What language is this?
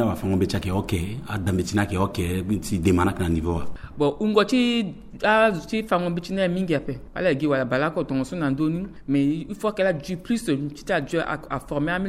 Sango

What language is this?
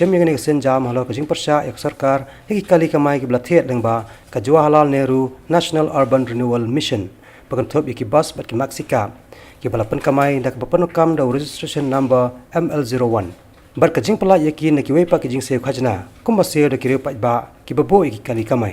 Khasi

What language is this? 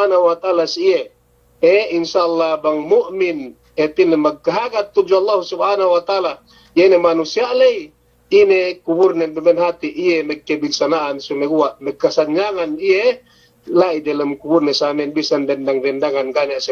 Yakan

